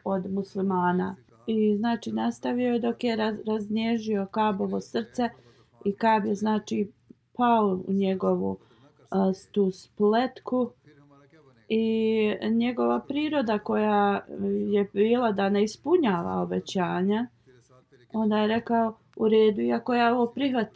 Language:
Bosnian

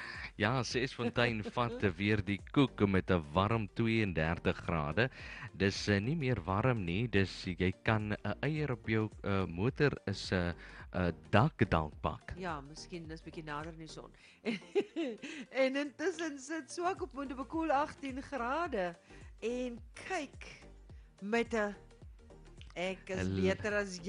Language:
Afrikaans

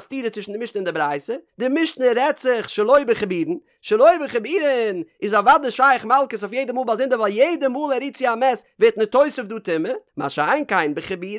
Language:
Yiddish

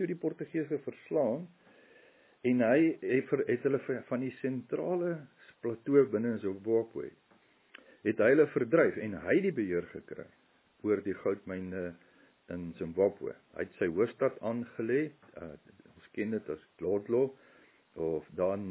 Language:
Afrikaans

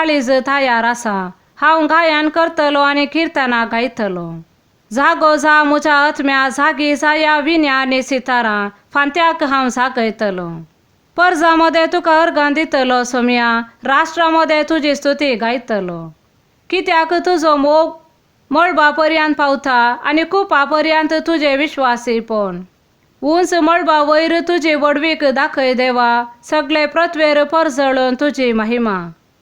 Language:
Konkani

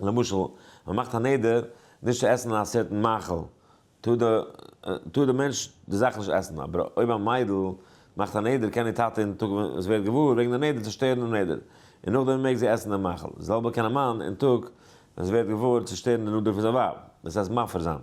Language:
Yiddish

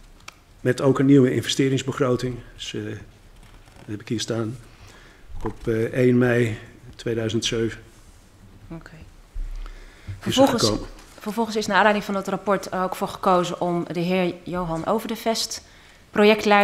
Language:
Dutch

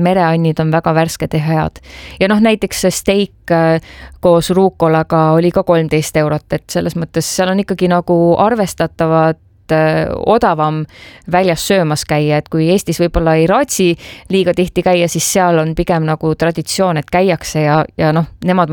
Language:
Estonian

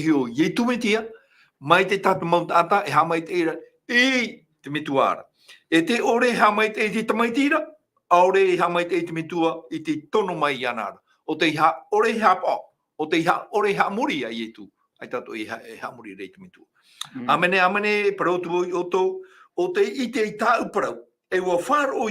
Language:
Tahitian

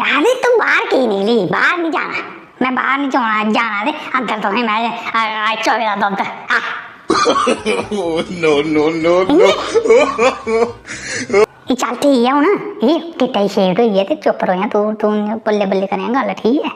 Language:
Dogri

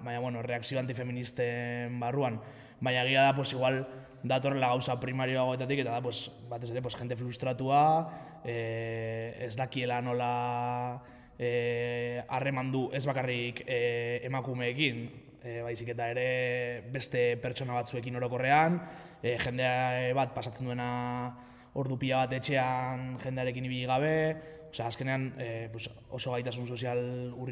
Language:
Basque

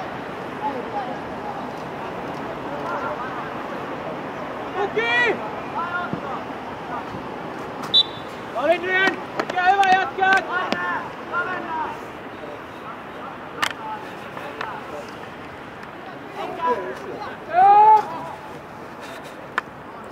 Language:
Finnish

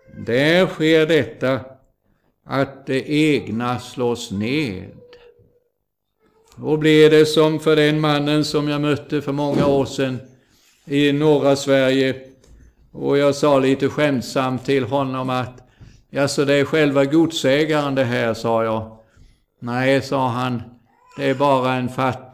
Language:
Swedish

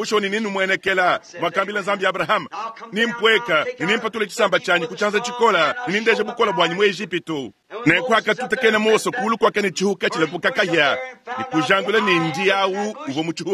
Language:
Luba-Lulua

